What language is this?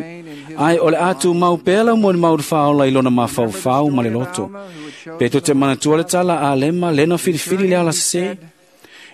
Samoan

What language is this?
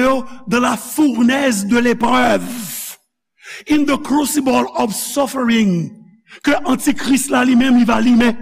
Haitian Creole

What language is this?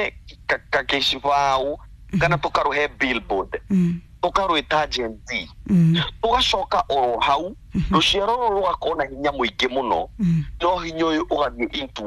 Kikuyu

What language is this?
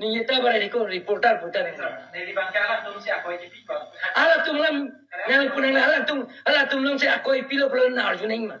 Karbi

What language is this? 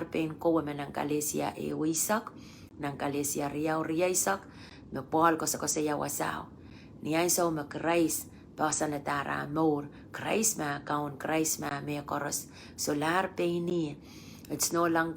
Pohnpeian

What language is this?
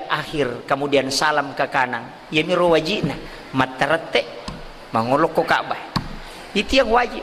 Buginese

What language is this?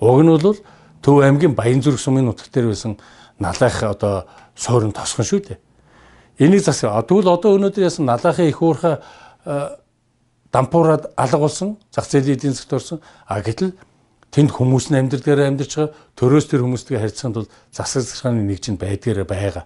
Mongolian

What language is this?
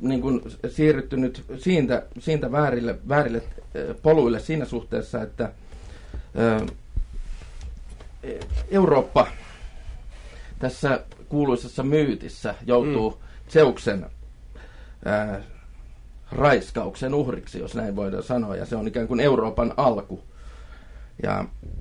Finnish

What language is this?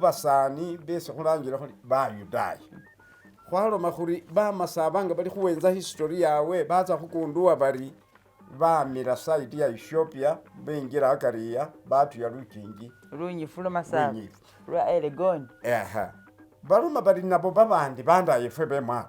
Masaaba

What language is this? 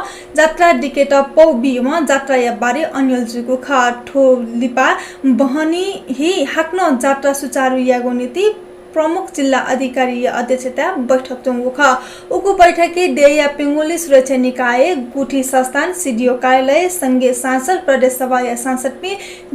Newari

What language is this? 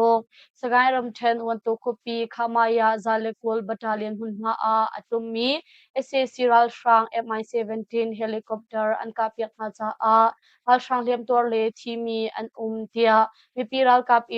Hakha Chin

